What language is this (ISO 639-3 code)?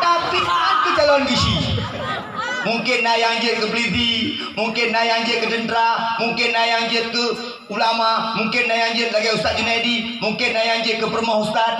ace